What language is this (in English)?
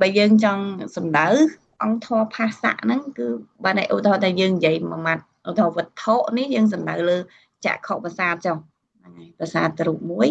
Khmer